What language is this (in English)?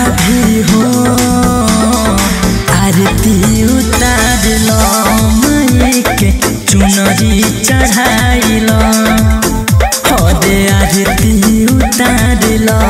Bhojpuri